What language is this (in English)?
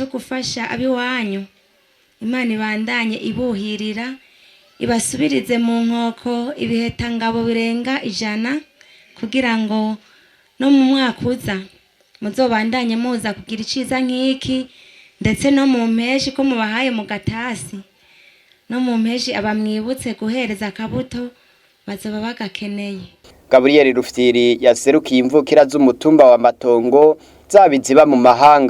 Rundi